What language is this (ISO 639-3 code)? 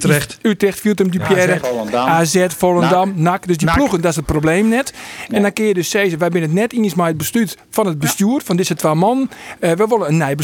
fry